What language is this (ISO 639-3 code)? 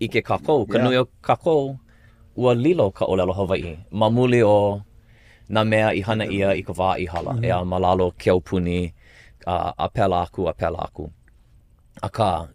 haw